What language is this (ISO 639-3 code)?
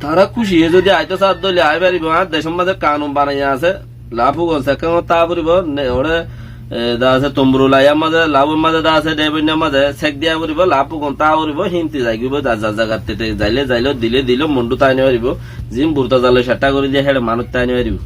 rhg